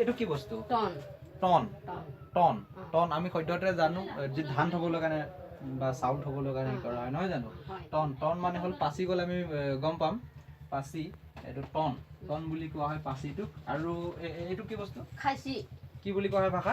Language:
Assamese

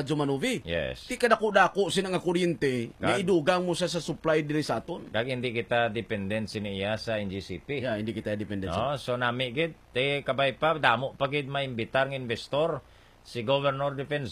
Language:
Hiligaynon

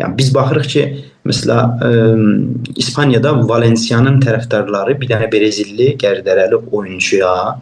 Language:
South Azerbaijani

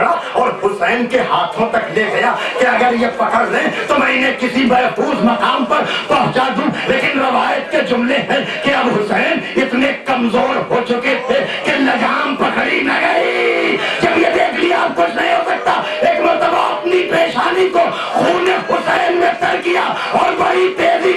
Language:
Urdu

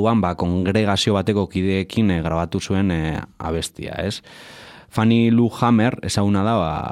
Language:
Basque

